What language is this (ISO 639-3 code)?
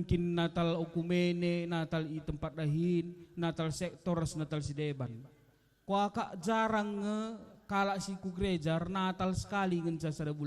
btx